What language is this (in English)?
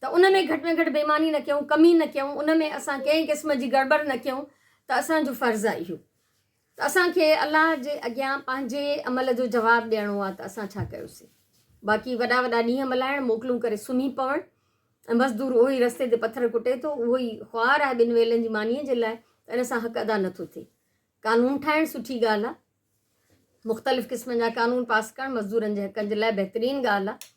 Sindhi